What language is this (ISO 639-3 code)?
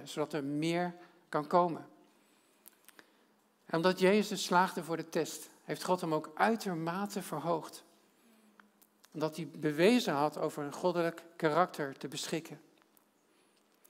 nld